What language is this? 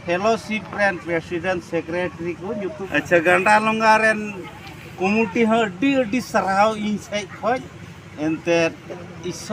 Santali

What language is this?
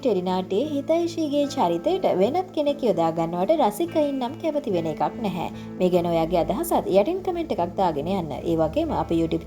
Sinhala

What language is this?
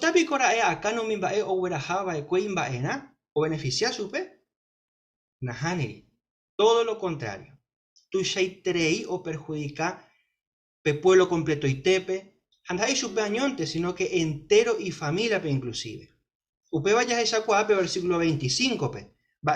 Guarani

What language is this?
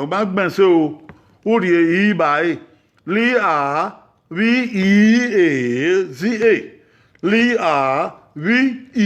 Bini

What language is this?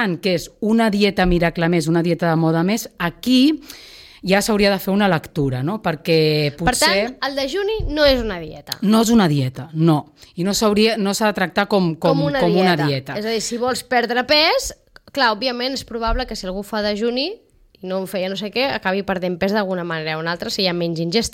Catalan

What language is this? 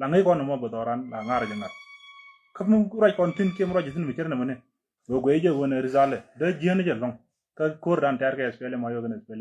Nuer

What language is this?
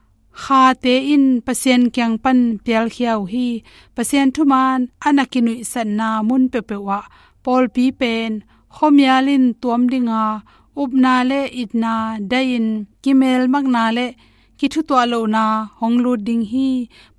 Tedim Chin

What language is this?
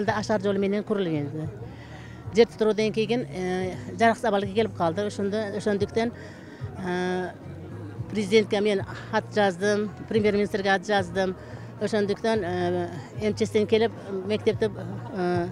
Kyrgyz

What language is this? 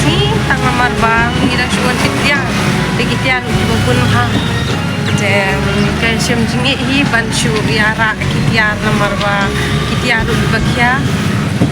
Khasi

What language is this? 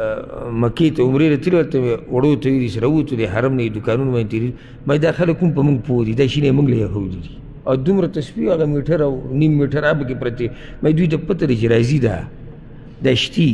Pashto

